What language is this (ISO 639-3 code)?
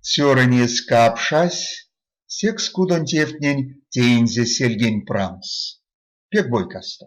myv